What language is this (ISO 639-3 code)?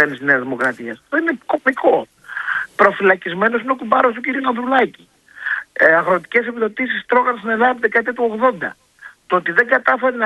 ell